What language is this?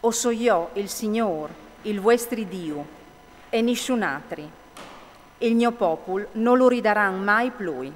Friulian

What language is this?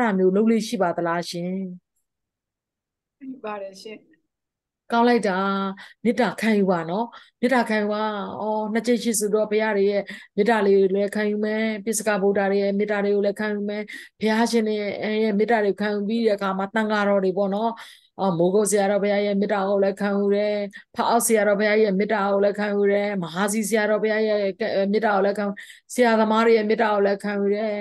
Burmese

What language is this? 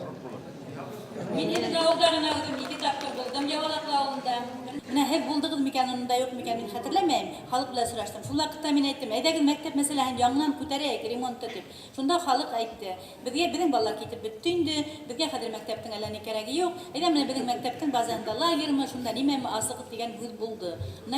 Bashkir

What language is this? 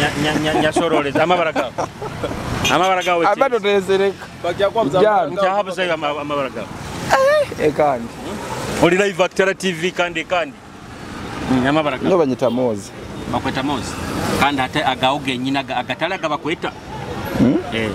Nyoro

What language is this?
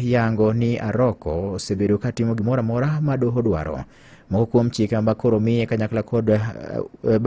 Luo (Kenya and Tanzania)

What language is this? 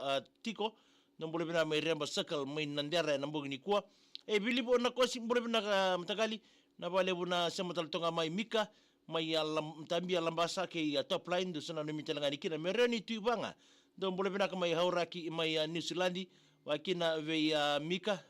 Fijian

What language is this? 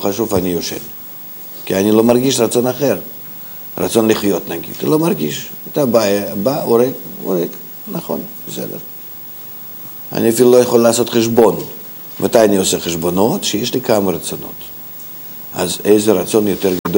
Hebrew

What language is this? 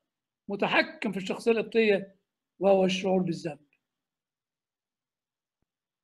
Egyptian Arabic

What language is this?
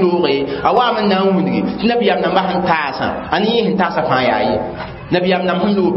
Mossi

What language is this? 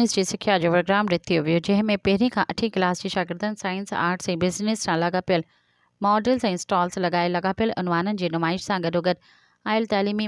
Sindhi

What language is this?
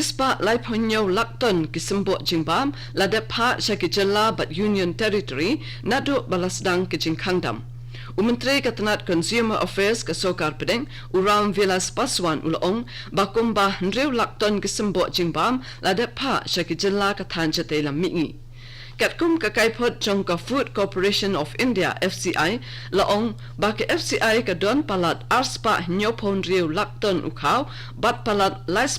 Khasi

